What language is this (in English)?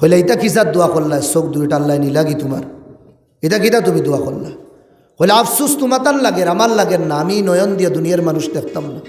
Sylheti